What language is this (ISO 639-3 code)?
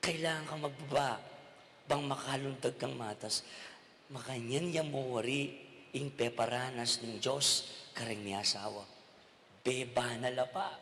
pam